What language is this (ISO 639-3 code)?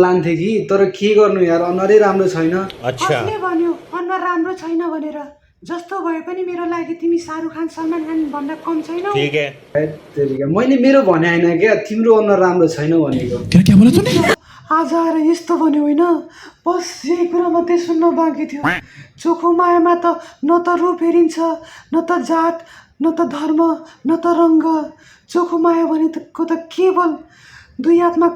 nep